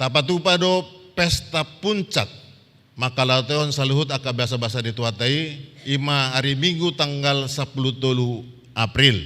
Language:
Batak Toba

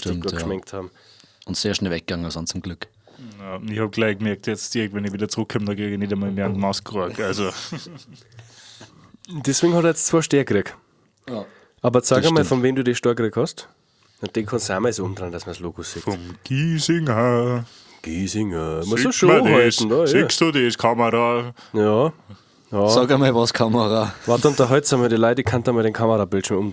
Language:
Bavarian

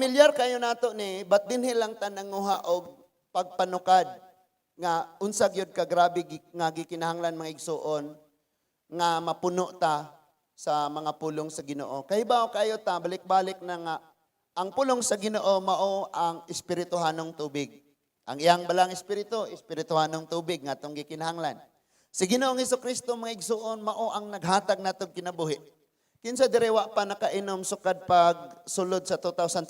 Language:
Cebuano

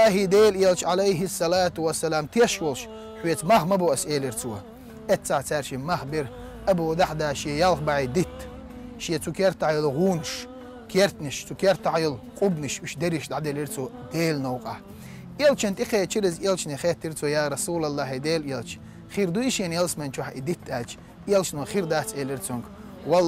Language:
Chechen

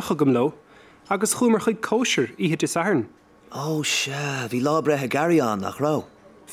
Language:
Irish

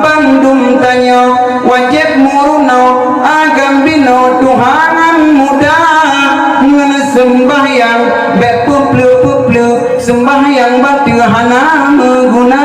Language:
Achinese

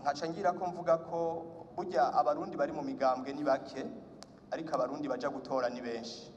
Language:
Rundi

